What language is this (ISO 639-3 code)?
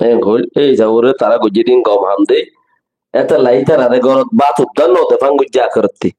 rhg